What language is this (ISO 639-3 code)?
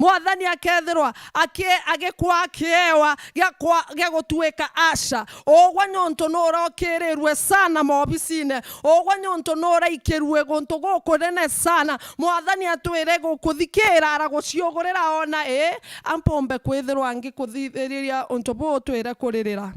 mer